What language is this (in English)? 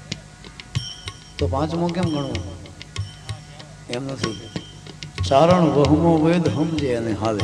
Gujarati